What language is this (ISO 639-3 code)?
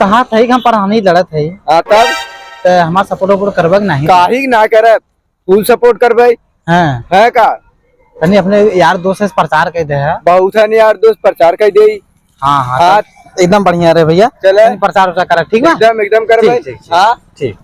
awa